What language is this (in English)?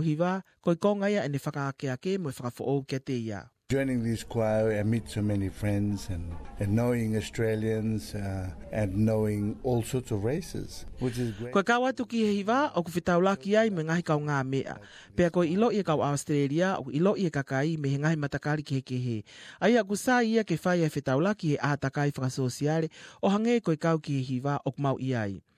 Tongan